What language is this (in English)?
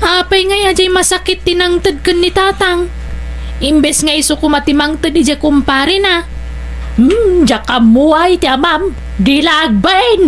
Iloko